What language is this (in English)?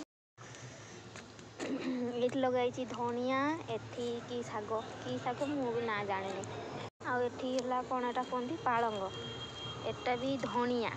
Odia